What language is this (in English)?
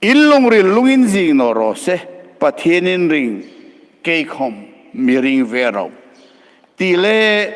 Hmar